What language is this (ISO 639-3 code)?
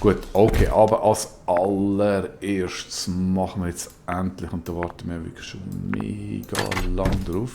gsw